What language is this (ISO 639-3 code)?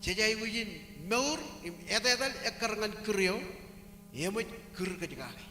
mah